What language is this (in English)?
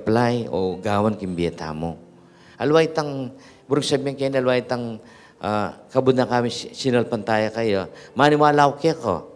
Pampanga